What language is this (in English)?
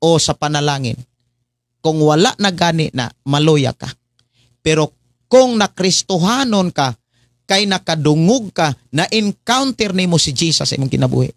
Cebuano